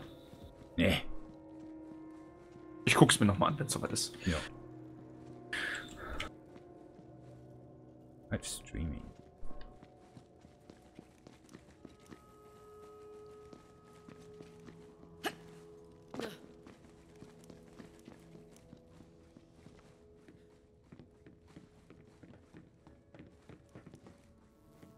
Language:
German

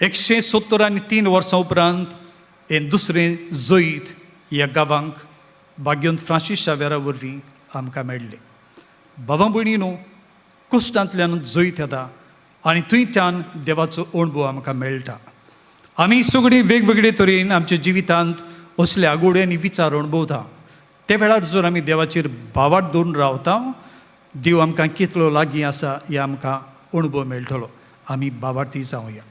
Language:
Konkani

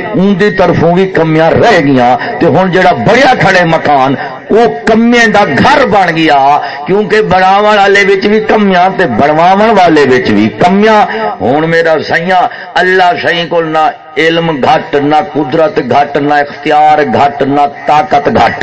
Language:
Saraiki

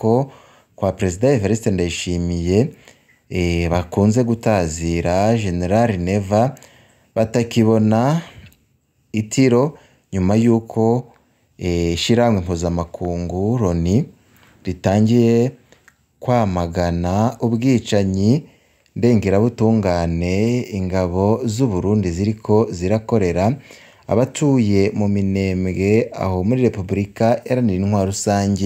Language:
Rundi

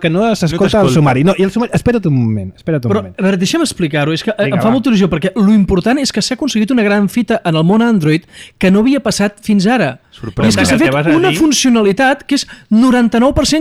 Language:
Catalan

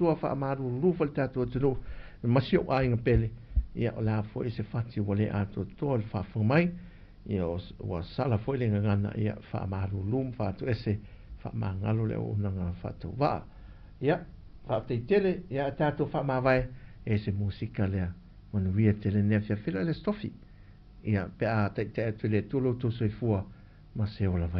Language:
Samoan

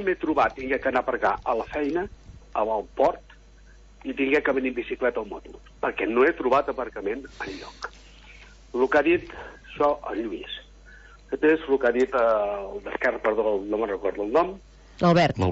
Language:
Catalan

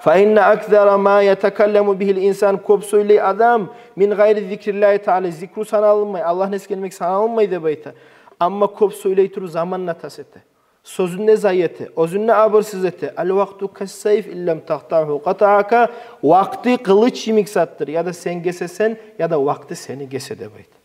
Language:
Kumyk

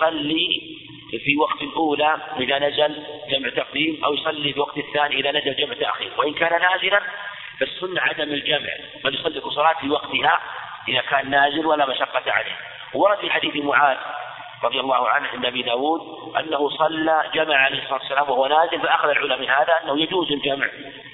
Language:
Arabic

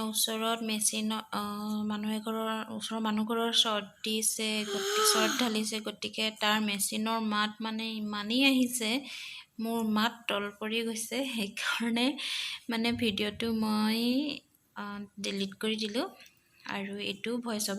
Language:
Assamese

